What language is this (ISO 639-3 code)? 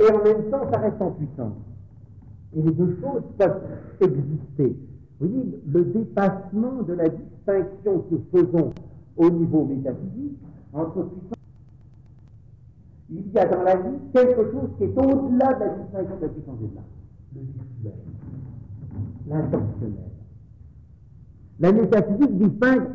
fra